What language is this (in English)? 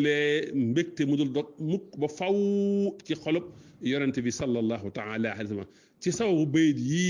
Wolof